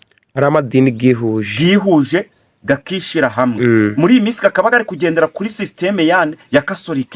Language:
Kinyarwanda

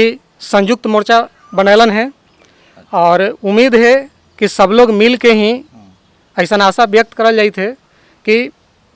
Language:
Magahi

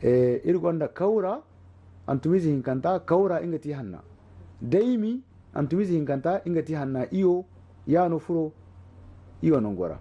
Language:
Zarma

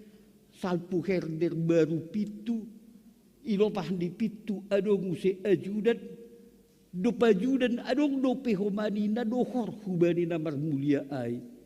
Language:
Batak Simalungun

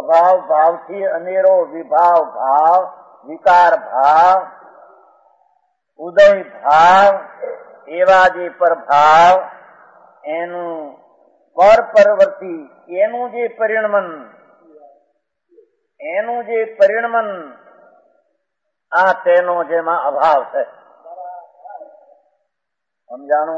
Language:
Gujarati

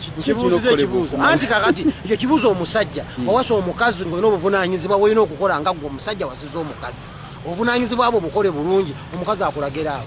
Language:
Ganda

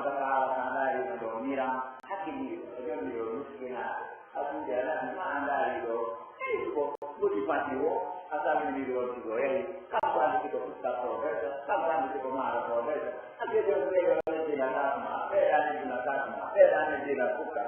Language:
Pular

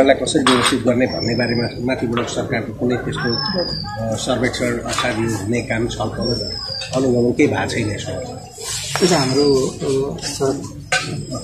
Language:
Nepali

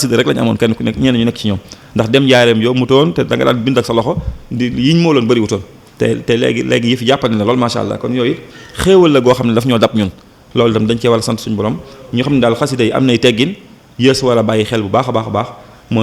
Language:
Wolof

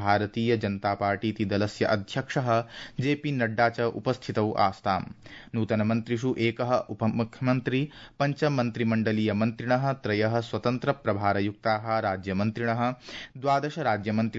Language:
Sanskrit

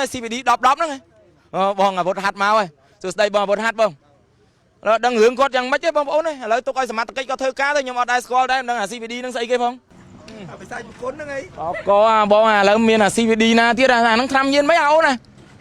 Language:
Khmer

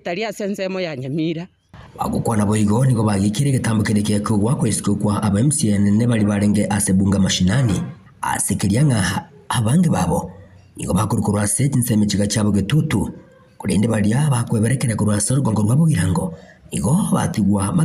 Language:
Gusii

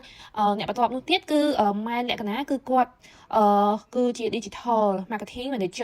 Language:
Khmer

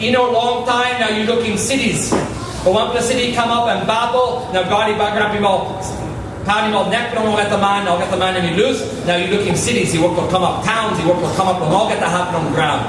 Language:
Tok Pisin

